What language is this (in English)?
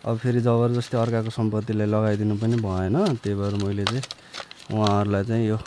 Nepali